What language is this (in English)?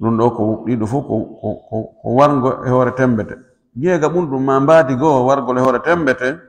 Fula